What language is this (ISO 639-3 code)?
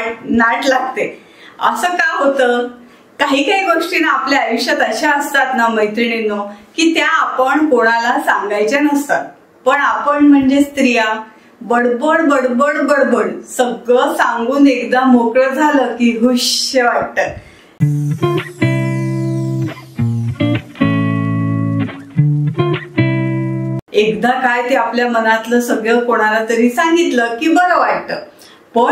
mar